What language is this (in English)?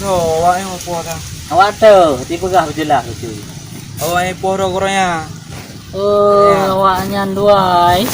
Achinese